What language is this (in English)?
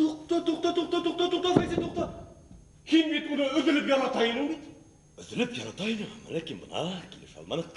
Bashkir